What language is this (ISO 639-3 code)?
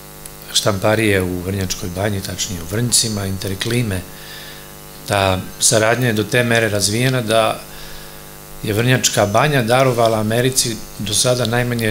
srp